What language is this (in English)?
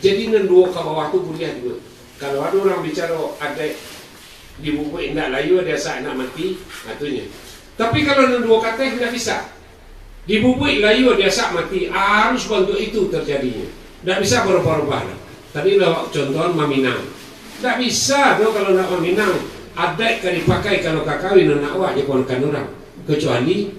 Minangkabau